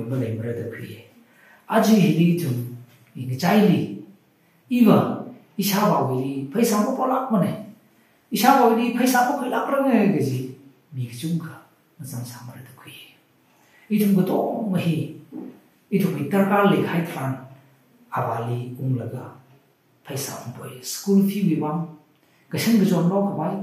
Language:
Tangkhul Naga (India)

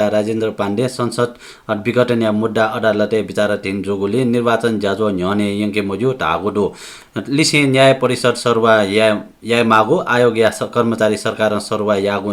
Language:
Newari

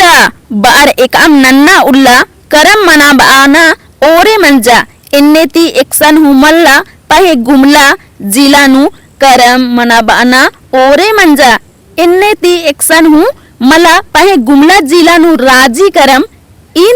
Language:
Kurukh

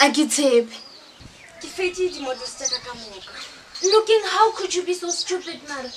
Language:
Northern Sotho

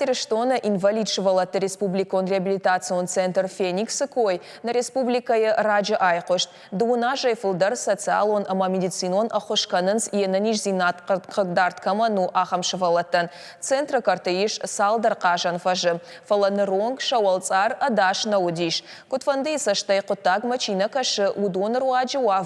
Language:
Ossetic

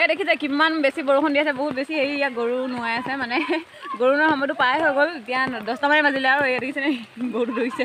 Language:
Assamese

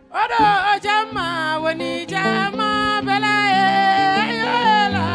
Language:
Fula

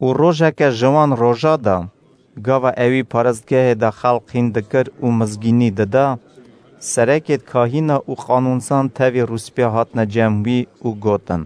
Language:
Kurdish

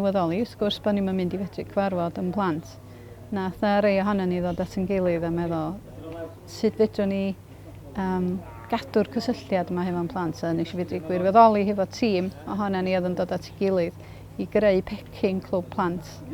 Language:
Welsh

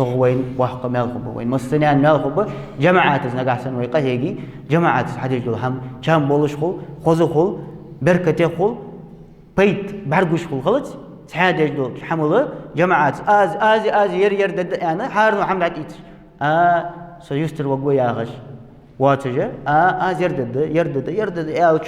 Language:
Ingush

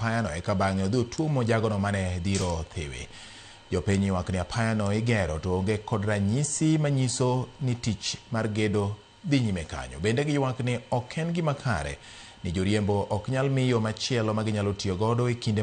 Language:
Luo (Kenya and Tanzania)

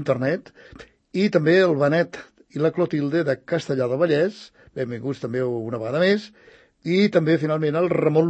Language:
Catalan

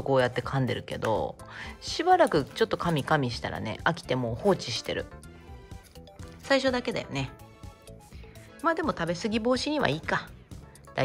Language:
Japanese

